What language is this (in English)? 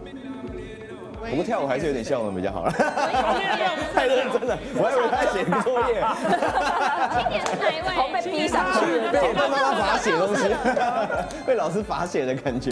Chinese